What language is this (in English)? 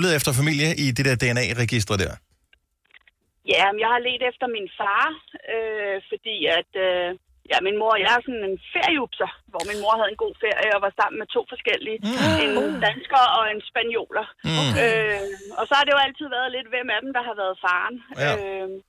Danish